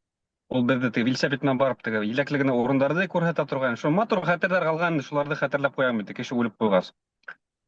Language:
Bashkir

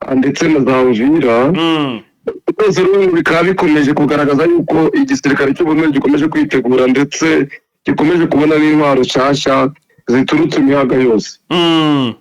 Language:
Kinyarwanda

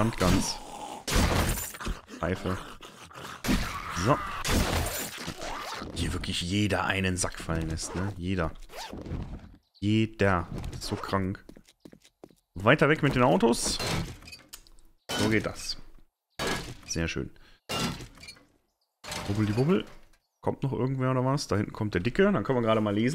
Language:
German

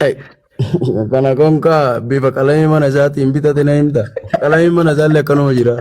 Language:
Oromo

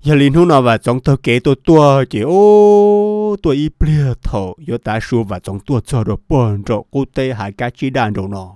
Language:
Hmong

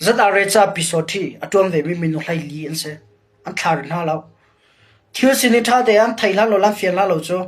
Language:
Hakha Chin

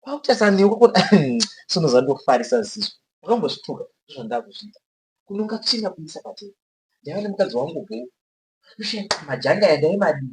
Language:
Shona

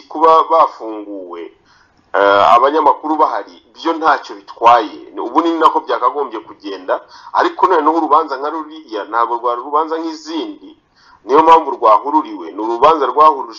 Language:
Kinyarwanda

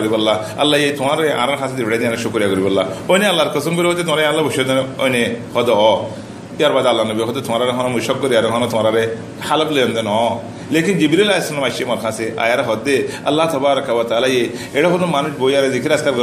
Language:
Rohingya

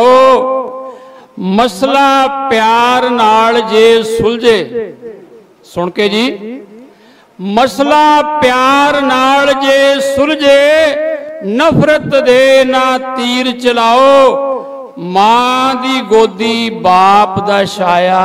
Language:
Punjabi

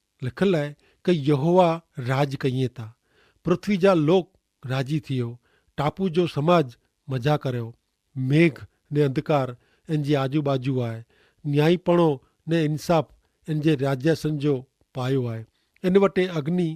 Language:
Kachhi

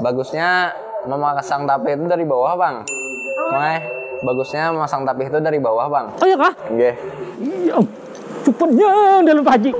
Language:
Banjar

